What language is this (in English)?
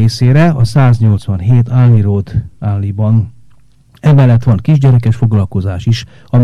Hungarian